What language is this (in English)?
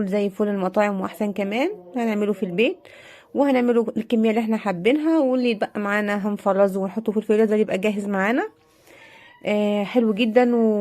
Egyptian Arabic